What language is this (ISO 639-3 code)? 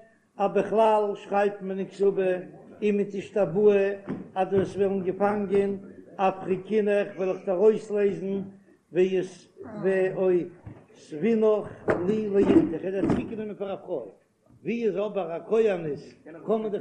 yid